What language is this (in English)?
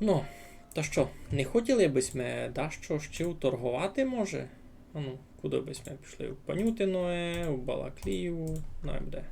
Rusyn